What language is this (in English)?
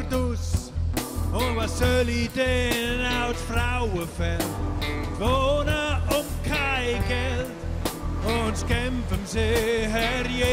Romansh